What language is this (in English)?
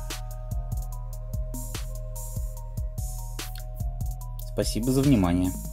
Russian